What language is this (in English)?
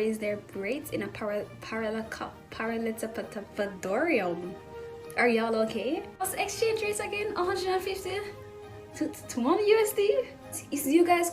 Jamaican Creole English